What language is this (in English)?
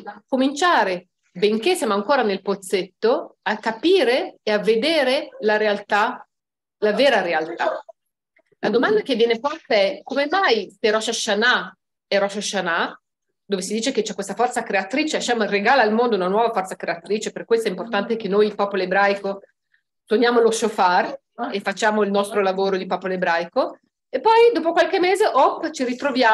Italian